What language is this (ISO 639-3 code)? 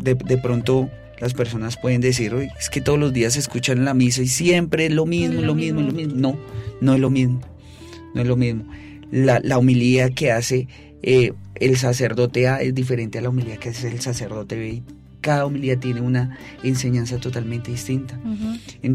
spa